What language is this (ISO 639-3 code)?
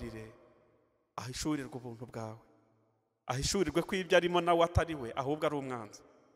kin